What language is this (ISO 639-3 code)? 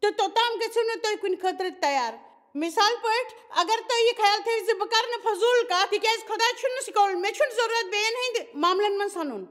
kas